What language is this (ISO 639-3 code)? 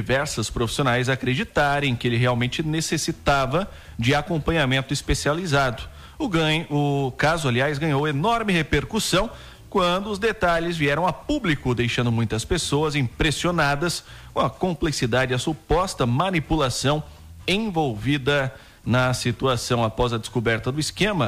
por